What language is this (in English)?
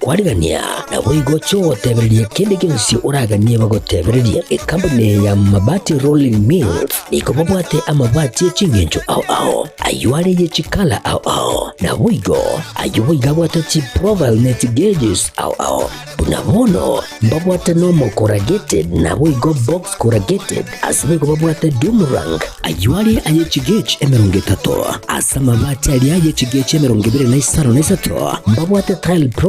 Gusii